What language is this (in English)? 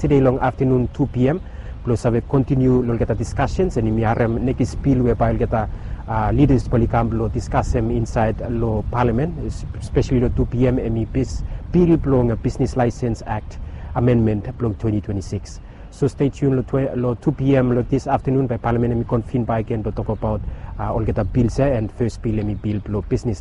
Bislama